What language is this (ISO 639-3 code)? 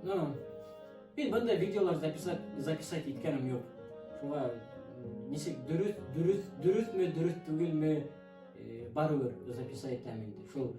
bak